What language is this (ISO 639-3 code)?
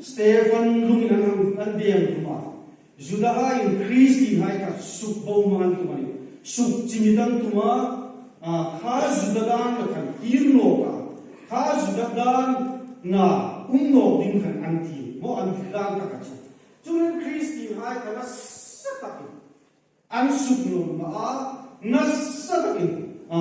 hmr